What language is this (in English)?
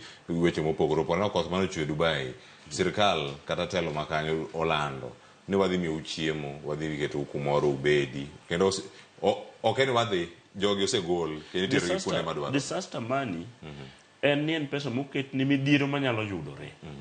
Luo (Kenya and Tanzania)